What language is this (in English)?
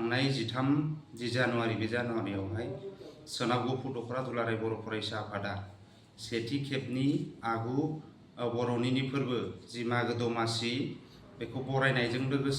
Bodo